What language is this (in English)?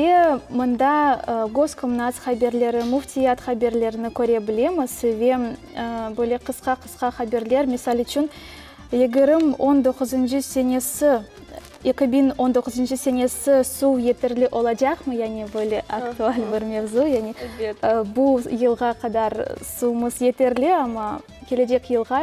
Crimean Tatar